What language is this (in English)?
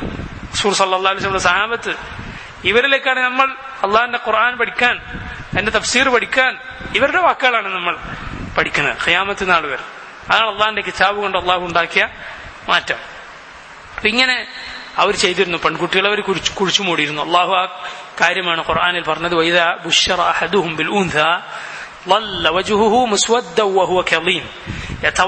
Malayalam